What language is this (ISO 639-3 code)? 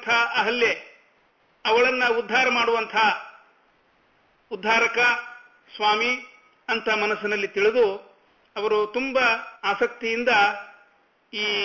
kan